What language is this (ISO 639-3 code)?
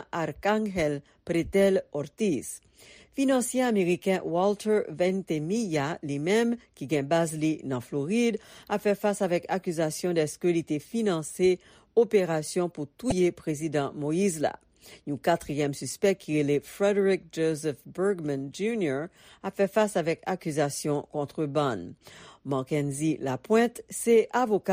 hat